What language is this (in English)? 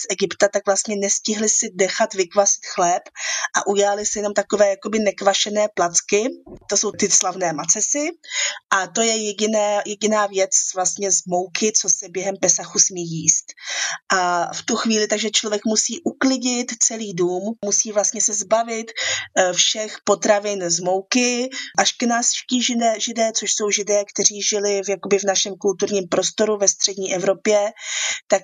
Czech